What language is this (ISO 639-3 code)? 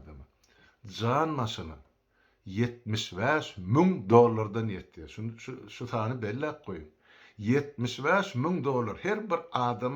tuk